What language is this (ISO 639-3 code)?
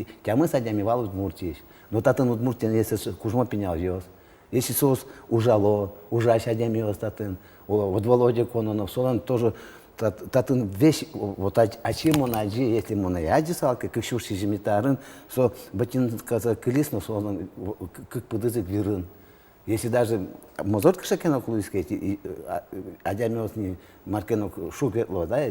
udm